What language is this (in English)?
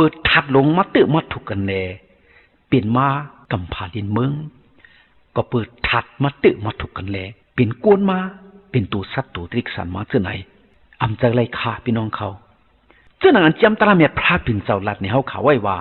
Shan